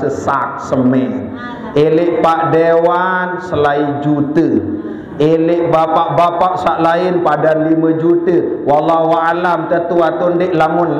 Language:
Sasak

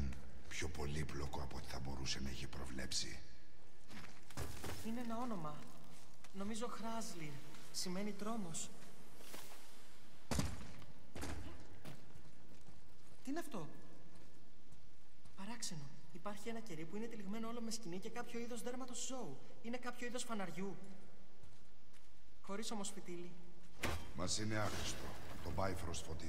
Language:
Greek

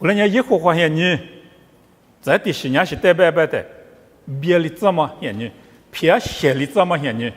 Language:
Lisu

